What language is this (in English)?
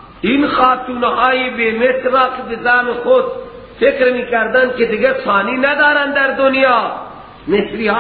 Persian